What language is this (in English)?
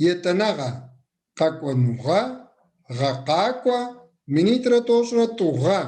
Kabardian